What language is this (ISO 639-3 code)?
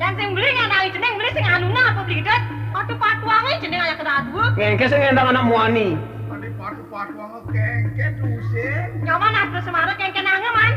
ban